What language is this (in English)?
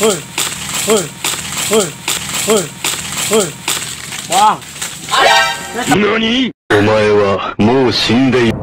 Minangkabau